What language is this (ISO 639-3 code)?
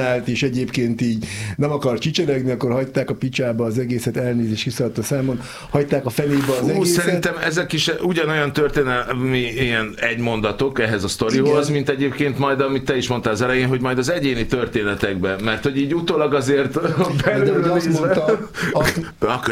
hun